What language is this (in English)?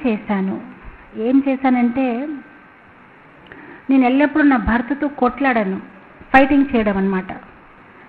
Telugu